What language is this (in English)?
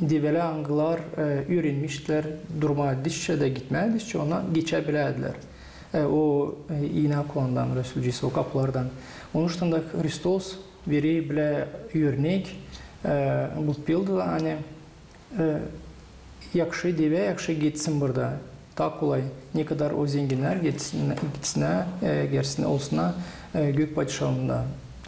Gagauz